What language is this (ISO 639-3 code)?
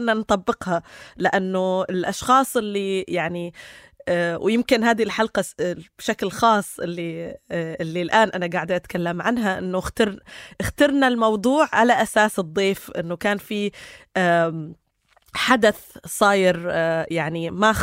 apc